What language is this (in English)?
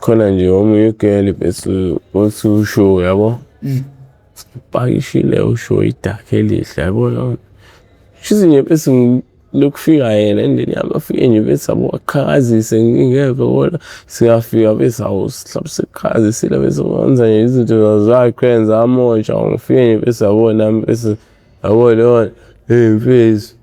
Zulu